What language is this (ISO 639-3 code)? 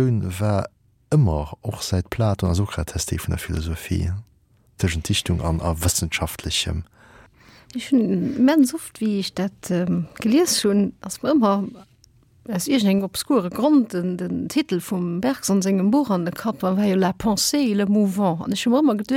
ltz